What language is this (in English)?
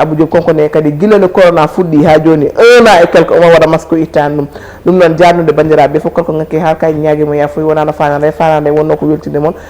Fula